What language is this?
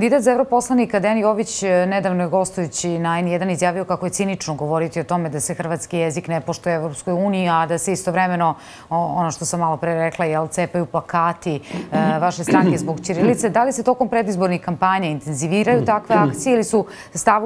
Croatian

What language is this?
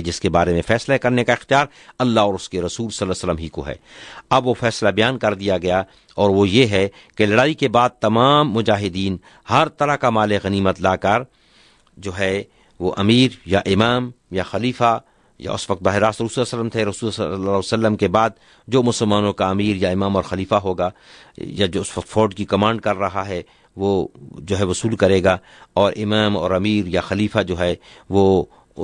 Urdu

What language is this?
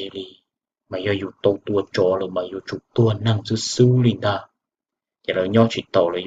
Hmong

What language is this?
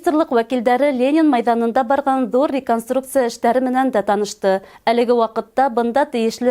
Bashkir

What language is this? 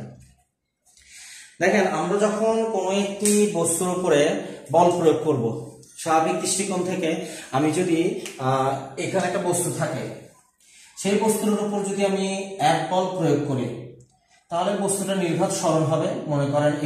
Bangla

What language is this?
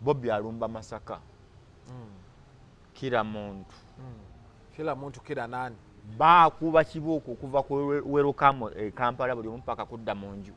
Ganda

